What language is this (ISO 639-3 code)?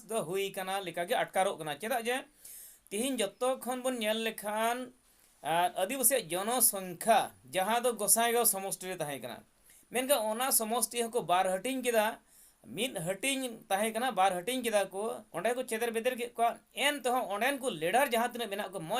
sat